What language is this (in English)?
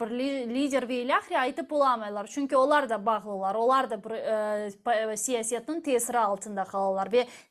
Crimean Tatar